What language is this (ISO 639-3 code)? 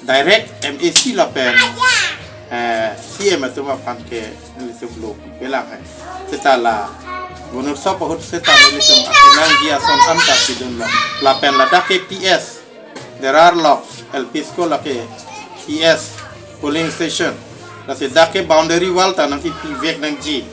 mjw